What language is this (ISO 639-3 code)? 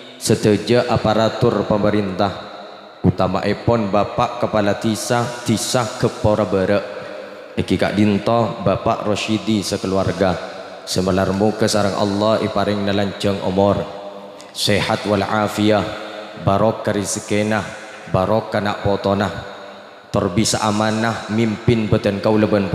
mad